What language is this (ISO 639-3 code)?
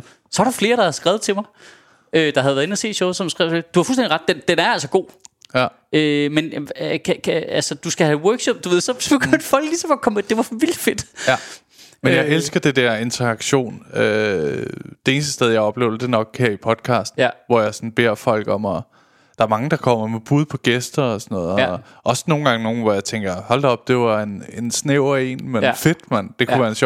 dan